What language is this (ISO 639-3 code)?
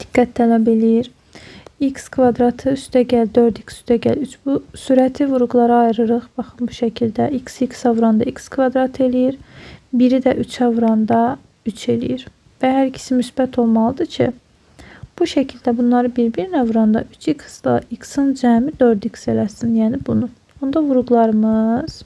aze